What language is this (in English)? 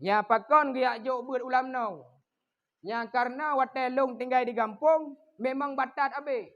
Achinese